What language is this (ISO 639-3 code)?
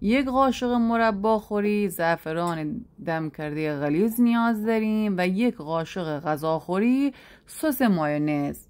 glk